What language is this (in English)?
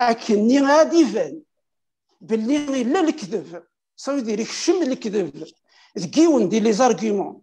Kabyle